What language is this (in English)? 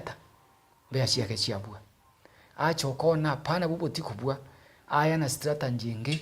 Meru